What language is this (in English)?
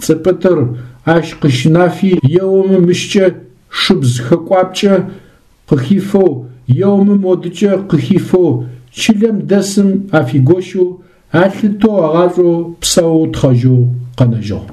Adyghe